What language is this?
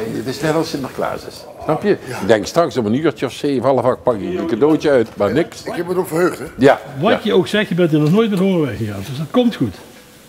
Limburgish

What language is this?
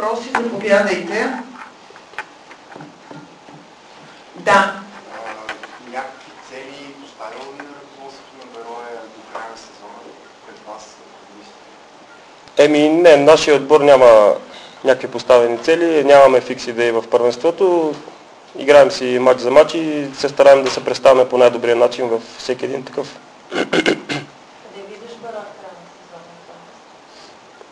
Bulgarian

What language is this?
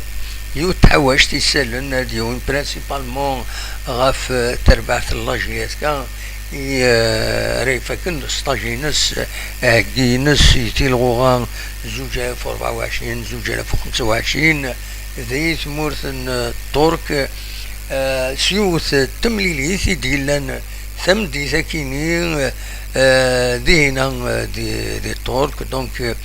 Kabyle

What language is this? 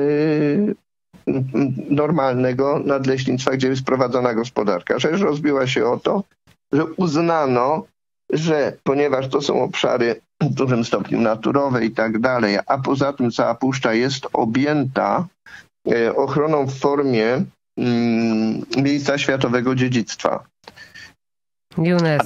Polish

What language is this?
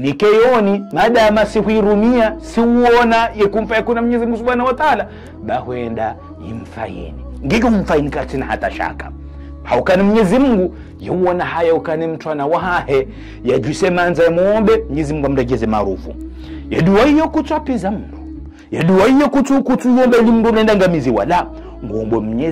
Ngazidja Comorian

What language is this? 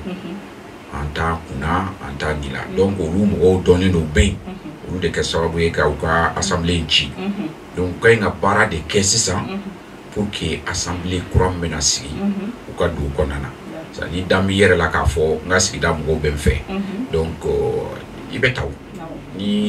Bambara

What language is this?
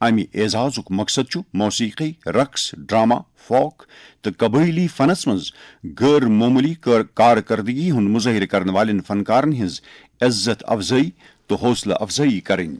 Kashmiri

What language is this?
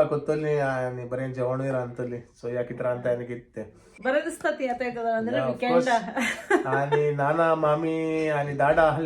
Konkani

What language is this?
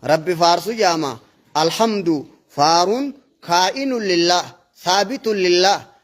Oromo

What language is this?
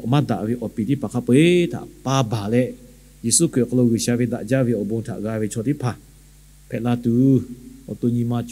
Lahu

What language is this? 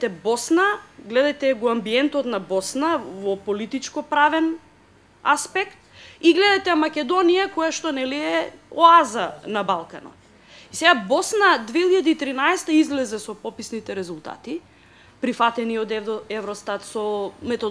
Macedonian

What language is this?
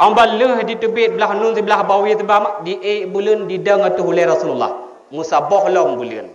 Achinese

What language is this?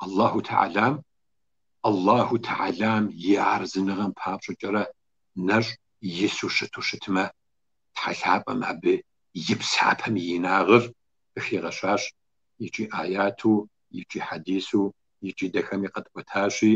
Kabardian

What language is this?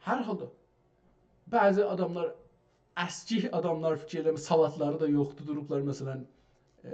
South Azerbaijani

